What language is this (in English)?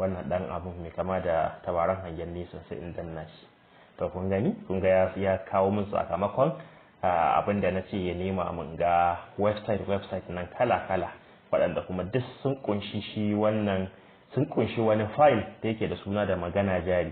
Hausa